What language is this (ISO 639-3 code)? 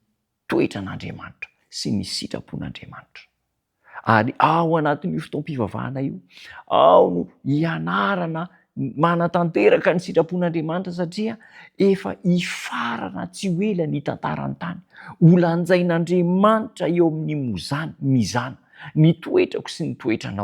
mlg